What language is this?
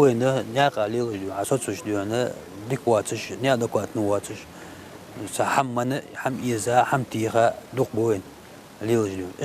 Ingush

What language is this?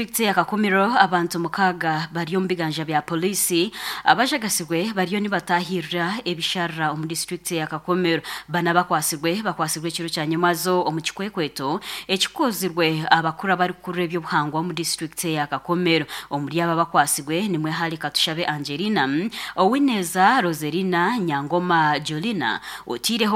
Nyankole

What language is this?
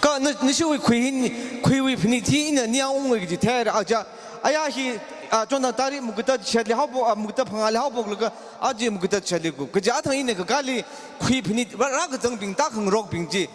Tangkhul Naga (India)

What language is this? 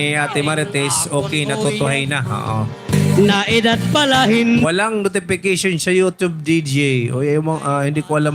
Waray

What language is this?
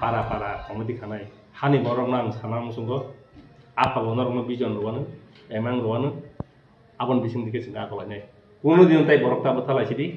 Kok Borok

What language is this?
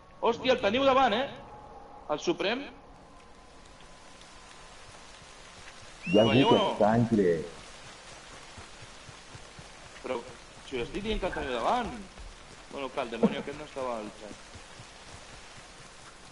Catalan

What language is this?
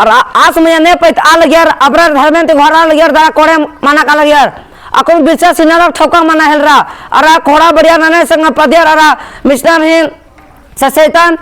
Kurukh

